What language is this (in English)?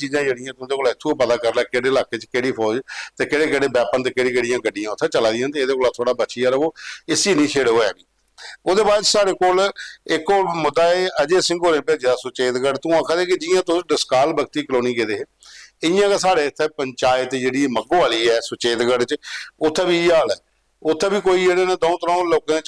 Dogri